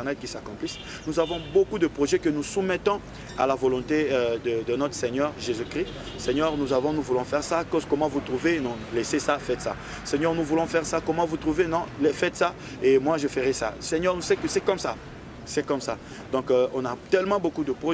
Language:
French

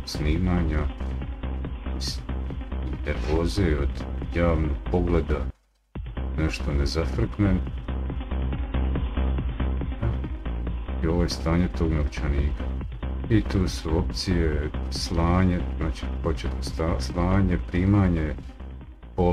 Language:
Croatian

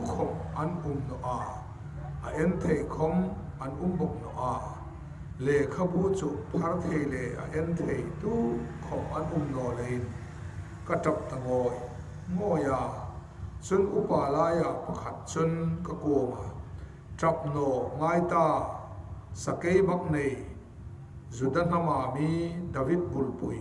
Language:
Hmar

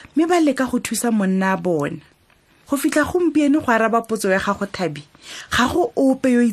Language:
Tswana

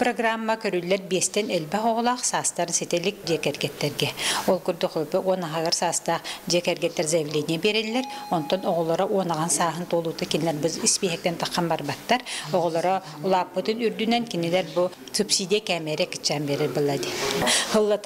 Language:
Yakut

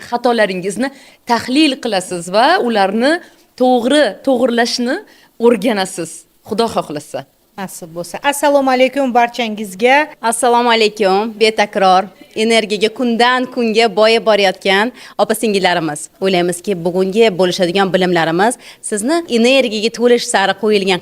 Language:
Uzbek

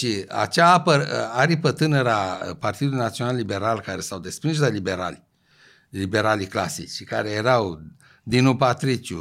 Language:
Romanian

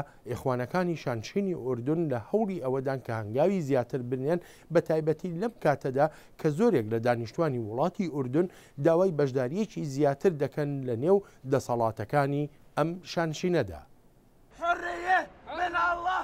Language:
Central Kurdish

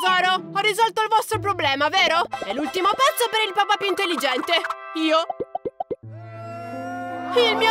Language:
Italian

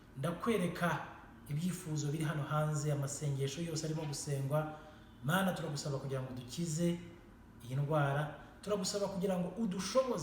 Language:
Kinyarwanda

